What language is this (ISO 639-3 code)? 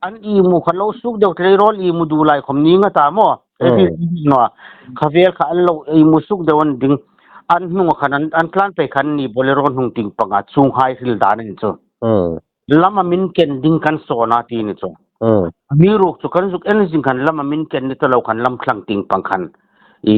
hmr